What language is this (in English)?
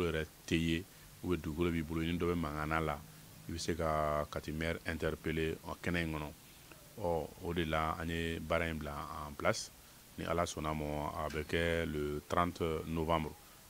Bambara